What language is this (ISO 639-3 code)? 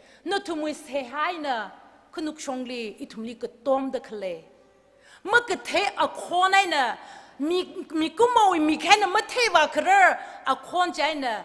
nmf